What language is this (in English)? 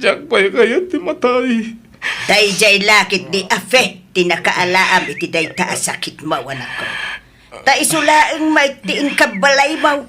Iloko